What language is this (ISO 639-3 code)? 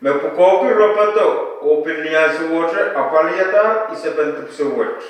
pon